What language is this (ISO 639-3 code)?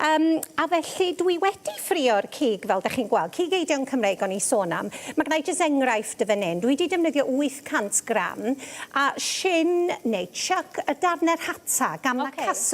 cym